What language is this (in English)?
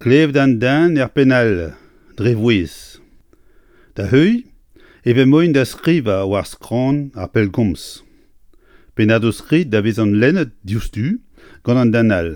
Breton